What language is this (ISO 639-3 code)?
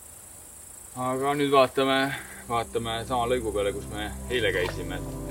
est